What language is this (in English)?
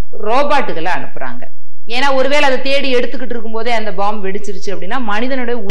Tamil